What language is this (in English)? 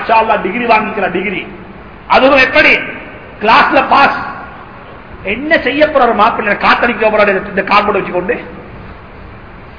Tamil